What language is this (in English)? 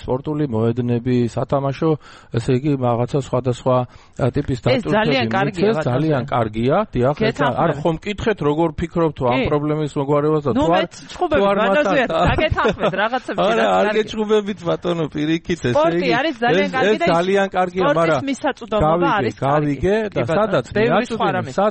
Georgian